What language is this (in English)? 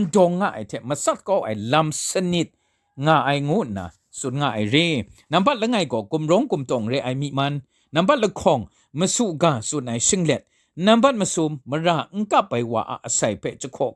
Kachin